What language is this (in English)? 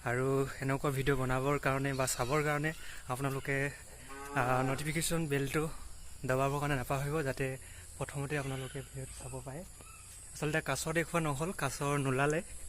Assamese